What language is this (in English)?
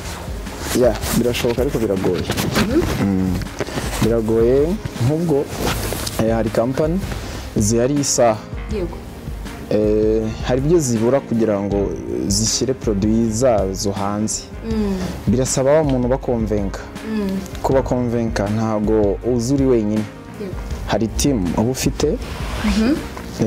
Kinyarwanda